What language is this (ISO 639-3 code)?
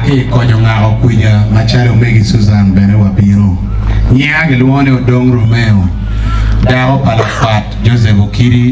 ach